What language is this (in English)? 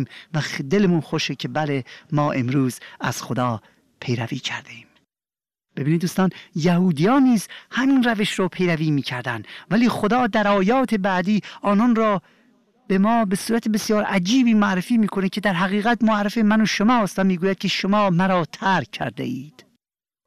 Persian